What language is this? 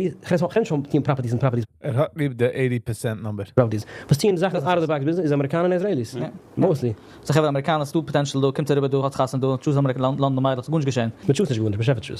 Yiddish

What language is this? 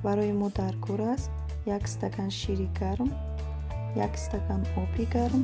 Tajik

